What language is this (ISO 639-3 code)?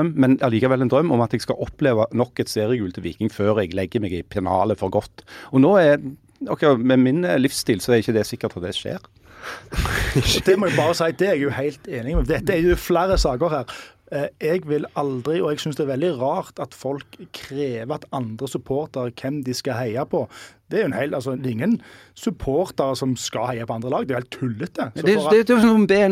nor